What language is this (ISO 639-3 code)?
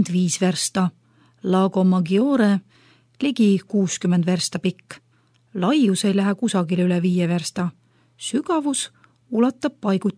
est